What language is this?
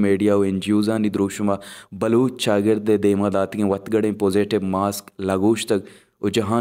Baluchi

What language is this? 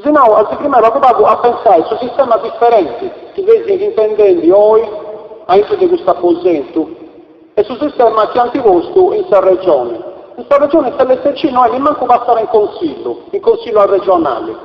Sardinian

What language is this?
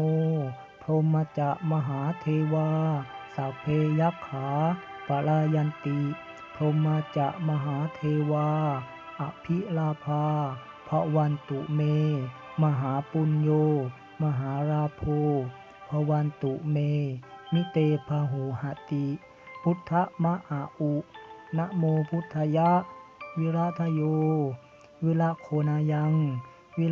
Pali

